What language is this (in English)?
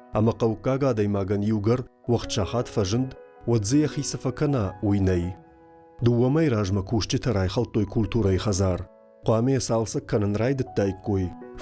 Ossetic